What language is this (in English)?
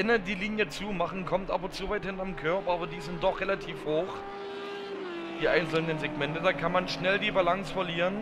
German